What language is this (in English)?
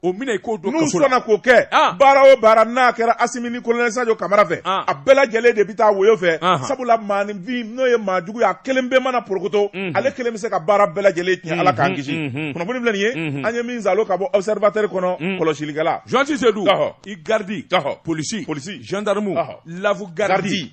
Bambara